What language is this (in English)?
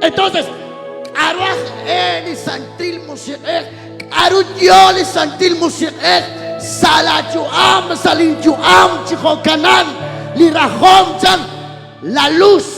Kekchí